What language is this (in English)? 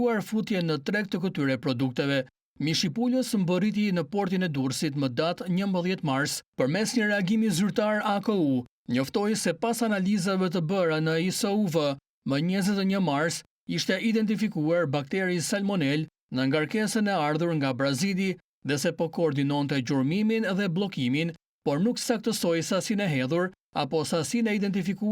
Albanian